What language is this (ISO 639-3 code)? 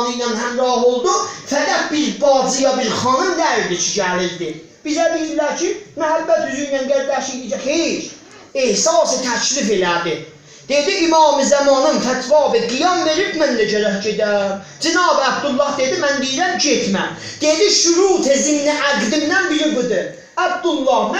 azb